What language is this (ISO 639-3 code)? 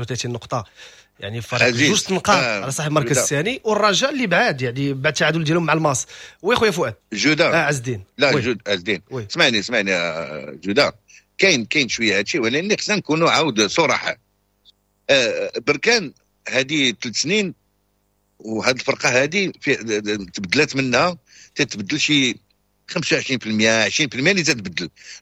ary